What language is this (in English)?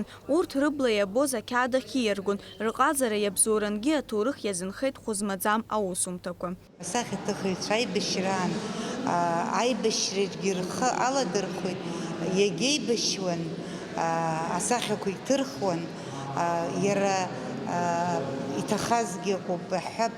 Abkhazian